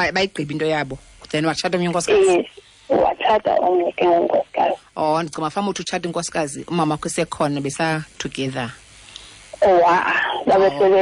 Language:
Xhosa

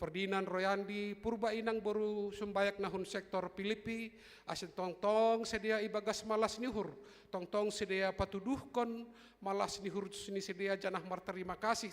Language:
Batak Simalungun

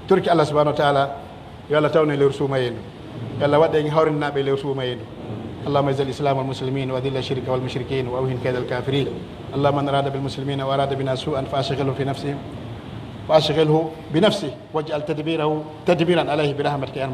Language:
Pular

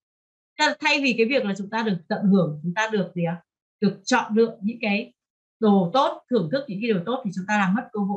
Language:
Vietnamese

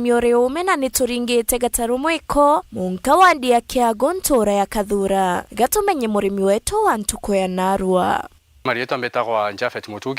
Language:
Meru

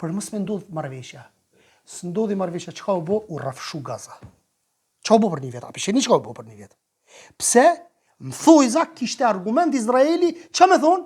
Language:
Albanian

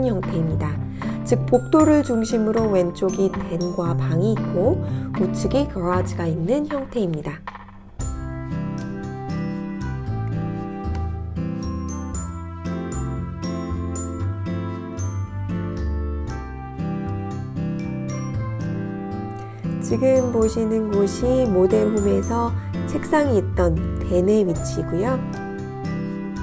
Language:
Korean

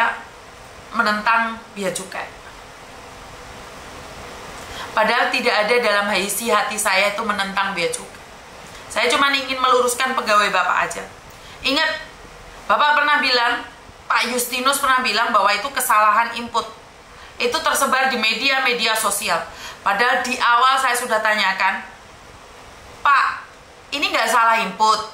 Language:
Indonesian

